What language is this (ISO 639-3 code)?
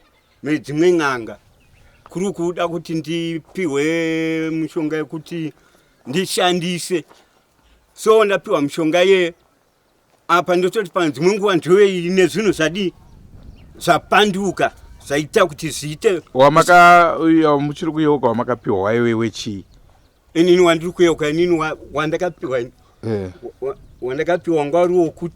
sna